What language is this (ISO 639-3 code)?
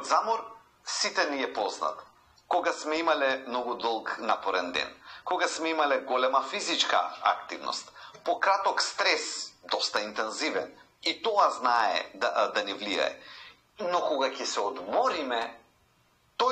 mkd